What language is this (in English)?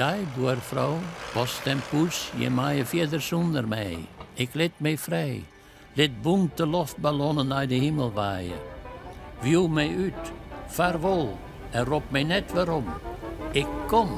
Western Frisian